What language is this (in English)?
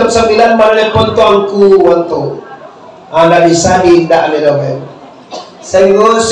Minangkabau